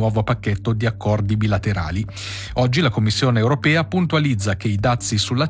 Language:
Italian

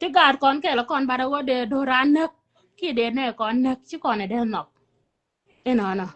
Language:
Nuer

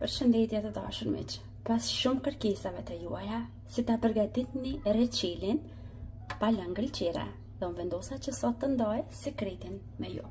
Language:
Albanian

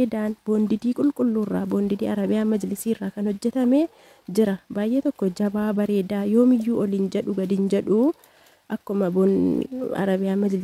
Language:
Oromo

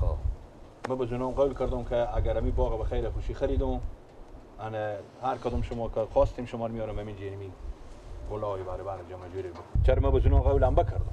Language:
Persian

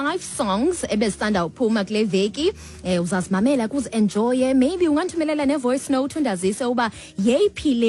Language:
Xhosa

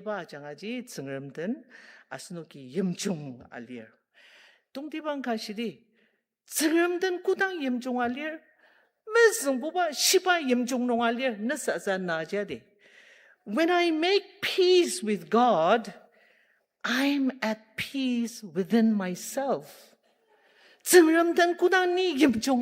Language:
Ao Naga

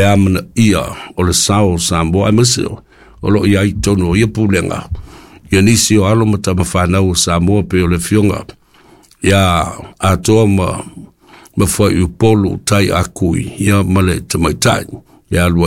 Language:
Samoan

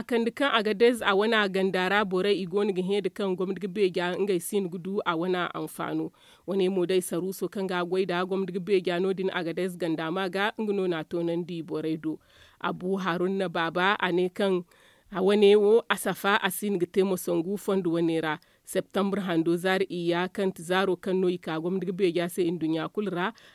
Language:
Zarma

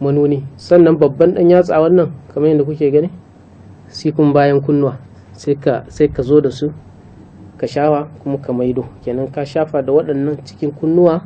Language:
Hausa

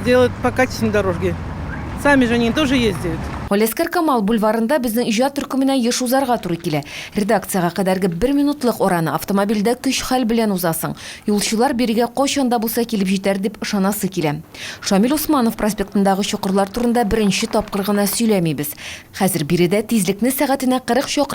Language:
Tatar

